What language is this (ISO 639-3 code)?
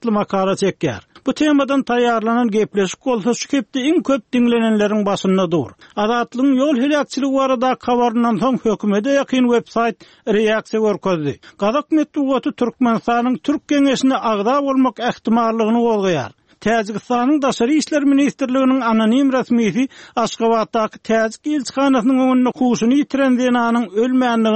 tuk